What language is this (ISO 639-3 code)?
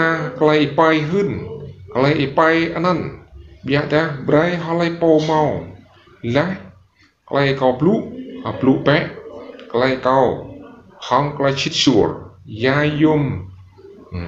rad